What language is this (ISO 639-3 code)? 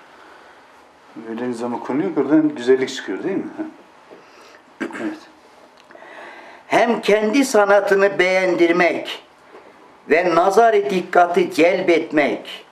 tur